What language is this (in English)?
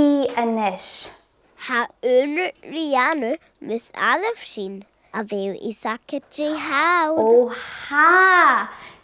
Scottish Gaelic